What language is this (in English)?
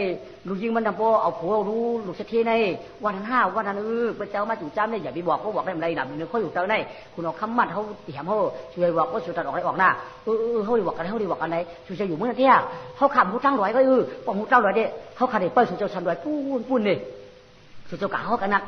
Shan